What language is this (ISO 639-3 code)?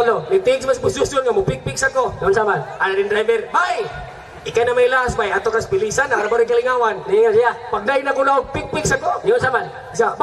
ceb